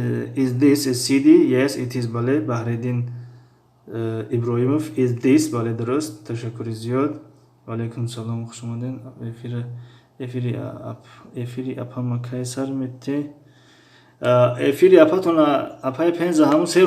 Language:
Tajik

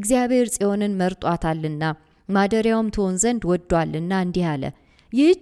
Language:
Amharic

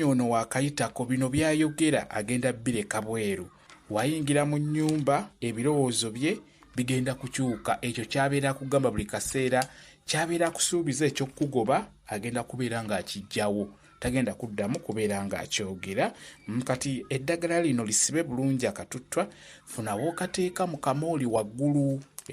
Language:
Ganda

